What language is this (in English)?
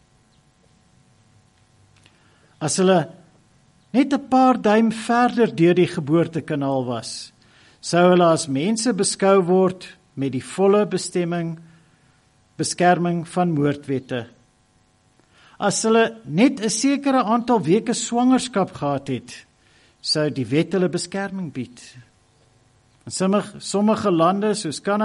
Afrikaans